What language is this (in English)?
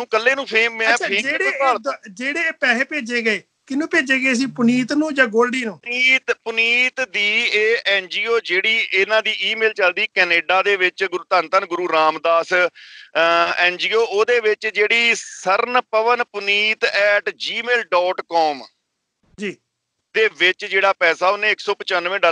Punjabi